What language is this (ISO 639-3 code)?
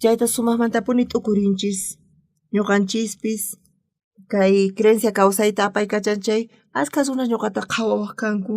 quh